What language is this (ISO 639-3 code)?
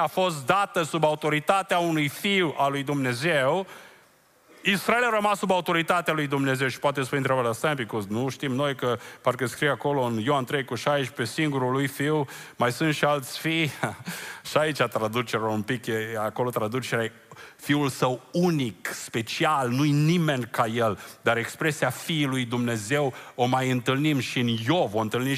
ron